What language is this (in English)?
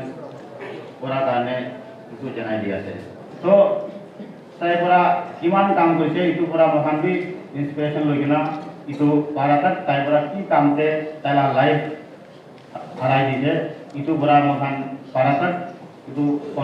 Naga Pidgin